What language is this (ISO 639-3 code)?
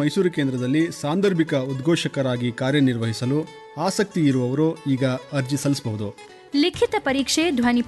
kan